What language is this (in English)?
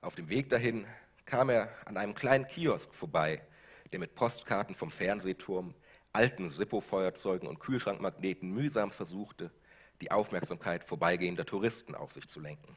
Swiss German